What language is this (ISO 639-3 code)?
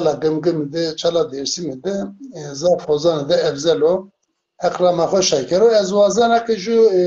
zza